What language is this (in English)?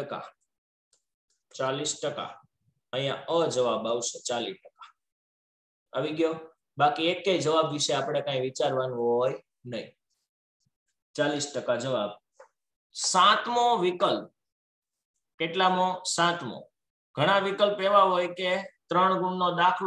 Gujarati